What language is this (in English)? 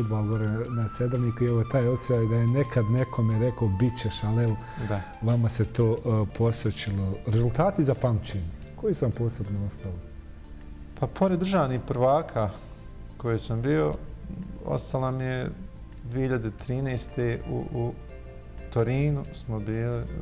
Bosnian